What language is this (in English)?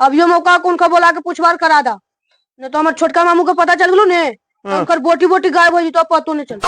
Magahi